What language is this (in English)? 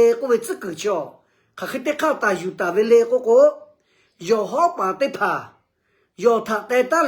Lahu